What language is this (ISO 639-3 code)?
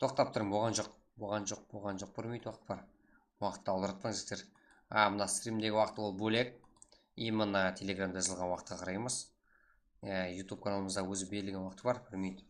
kaa